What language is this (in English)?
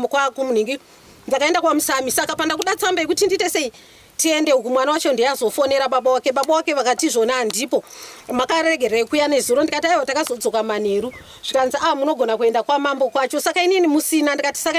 Shona